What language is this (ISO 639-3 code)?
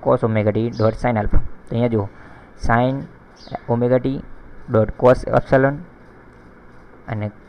guj